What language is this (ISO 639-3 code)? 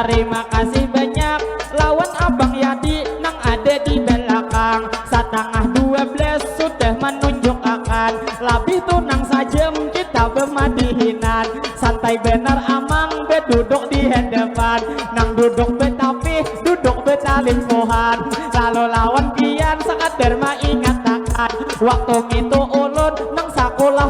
bjn